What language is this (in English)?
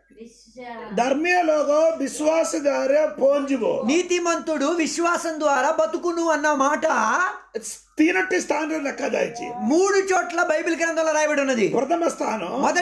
Telugu